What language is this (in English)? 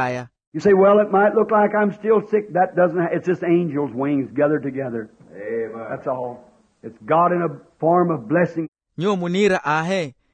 Makhuwa